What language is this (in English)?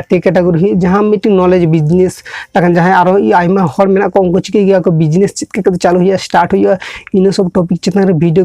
Santali